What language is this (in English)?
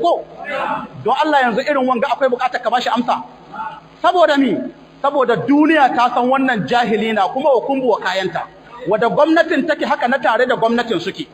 Hausa